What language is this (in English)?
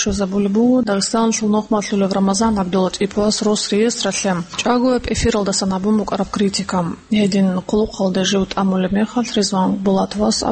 Avaric